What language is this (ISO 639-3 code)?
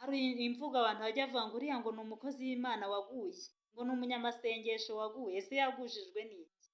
kin